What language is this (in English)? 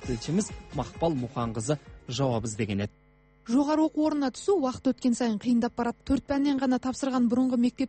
Kazakh